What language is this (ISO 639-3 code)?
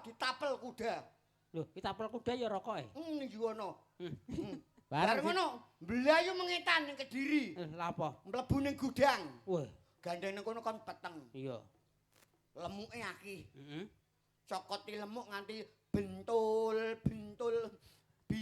jav